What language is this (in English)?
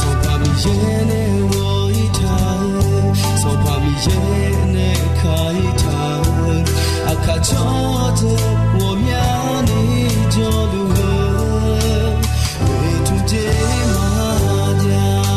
Akha